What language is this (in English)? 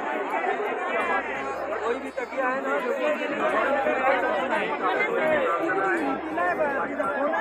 Marathi